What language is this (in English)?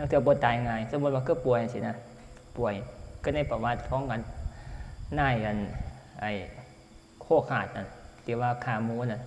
Northeastern Thai